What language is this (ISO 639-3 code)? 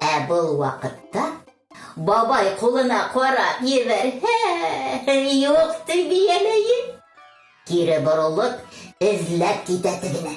bak